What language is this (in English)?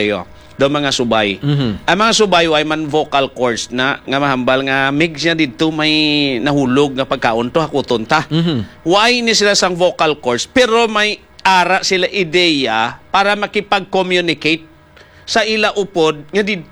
Hiligaynon